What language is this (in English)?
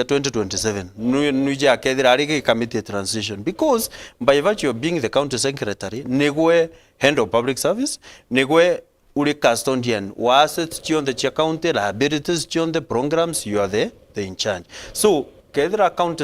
Meru